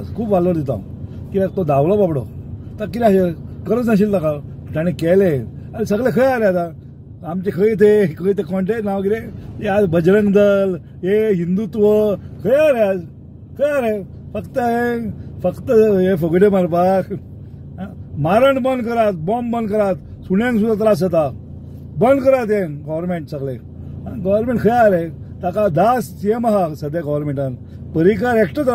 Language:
Konkani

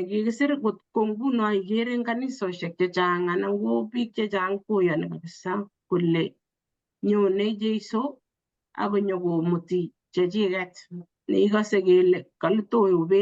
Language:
Kalenjin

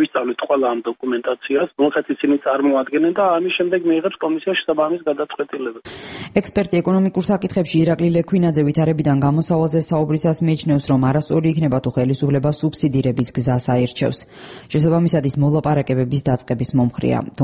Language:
Georgian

